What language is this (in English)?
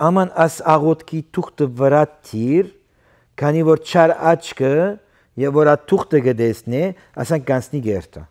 Western Armenian